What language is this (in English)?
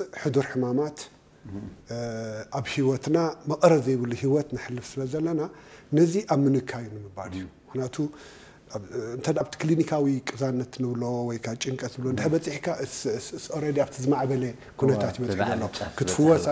Tigrinya